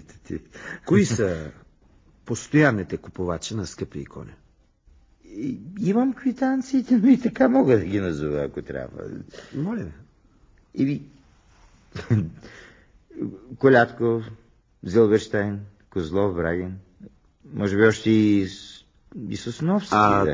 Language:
Bulgarian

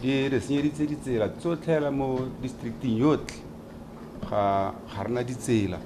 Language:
Tswana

